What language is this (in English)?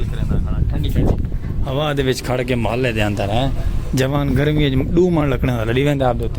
Saraiki